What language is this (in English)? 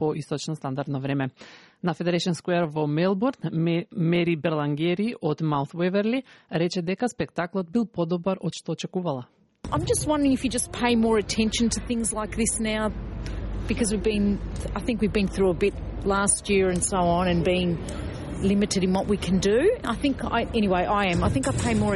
Macedonian